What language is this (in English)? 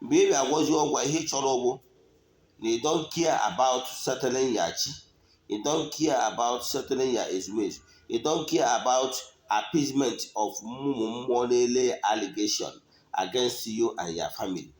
Igbo